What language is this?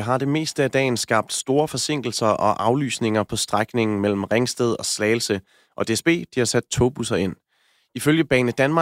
Danish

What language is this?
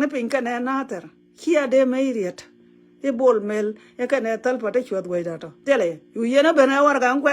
Nuer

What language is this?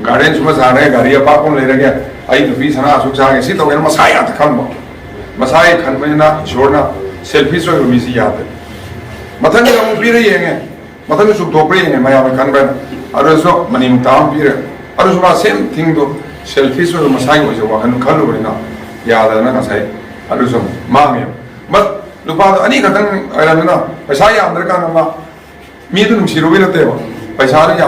Manipuri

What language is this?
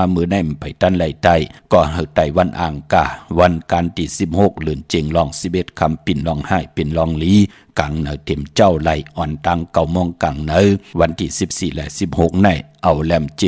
Shan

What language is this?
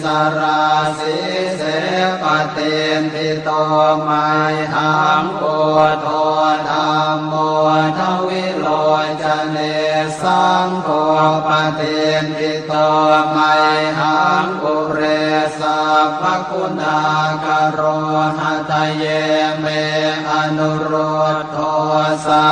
Pali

